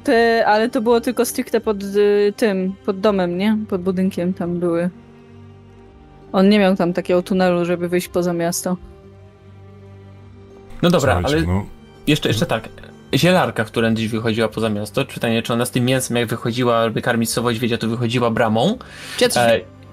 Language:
Polish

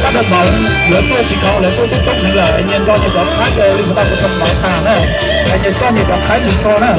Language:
Hmong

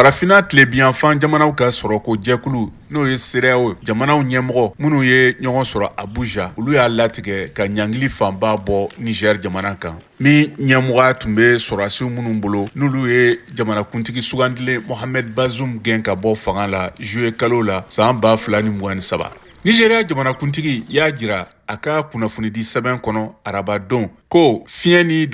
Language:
Bambara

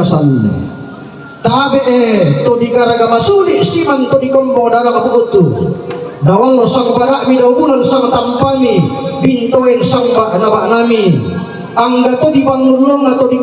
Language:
Toraja-Sa'dan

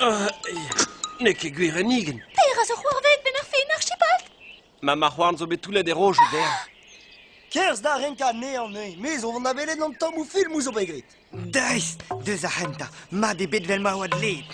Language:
Breton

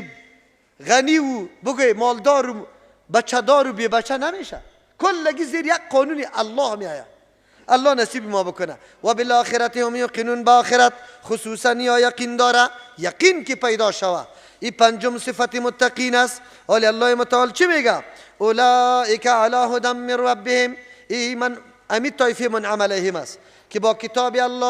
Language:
Persian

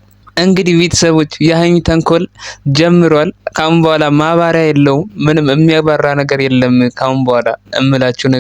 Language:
Amharic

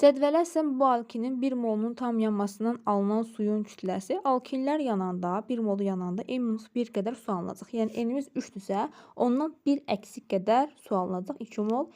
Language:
Azerbaijani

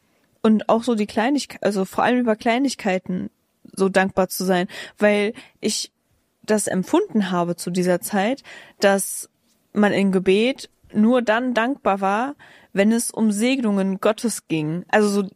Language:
German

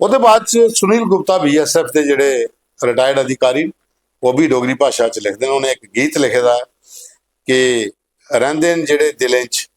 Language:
Dogri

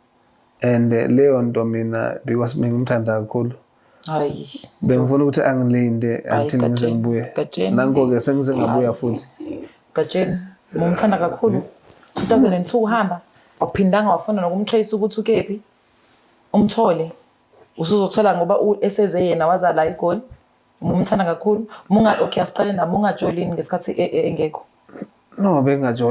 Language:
Zulu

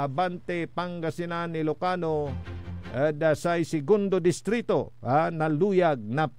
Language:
Pangasinan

